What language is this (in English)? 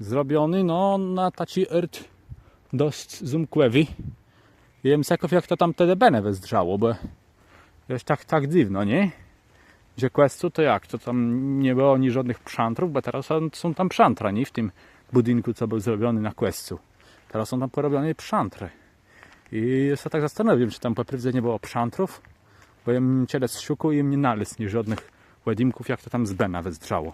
Kashubian